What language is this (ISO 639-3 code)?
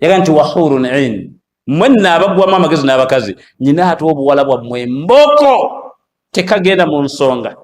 lug